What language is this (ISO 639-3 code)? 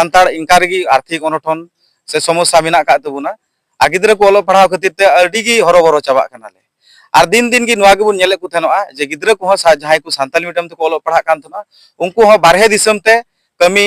sat